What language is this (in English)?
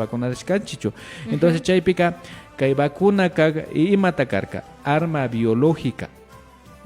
Imbabura Highland Quichua